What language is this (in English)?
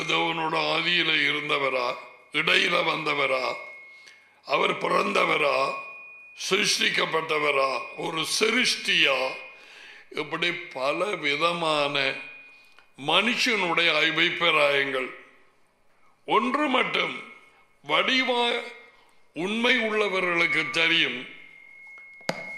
Tamil